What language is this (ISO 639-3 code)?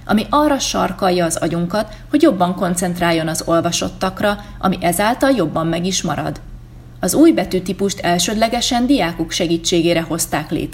hun